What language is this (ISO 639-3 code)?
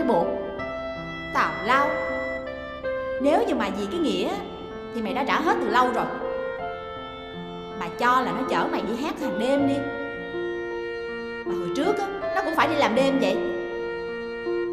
vie